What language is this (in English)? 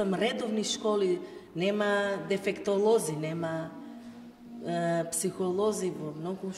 Macedonian